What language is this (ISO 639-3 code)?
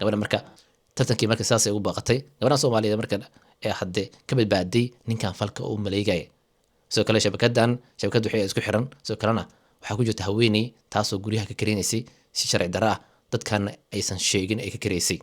som